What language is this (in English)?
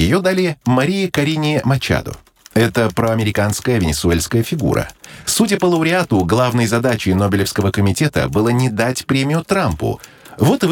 Russian